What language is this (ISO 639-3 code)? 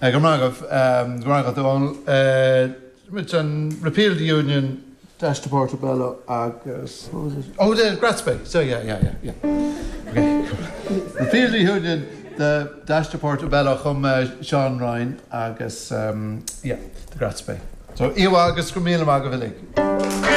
gle